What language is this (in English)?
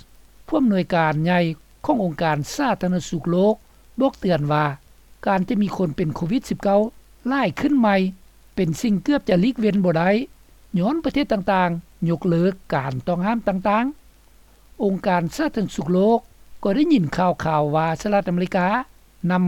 Lao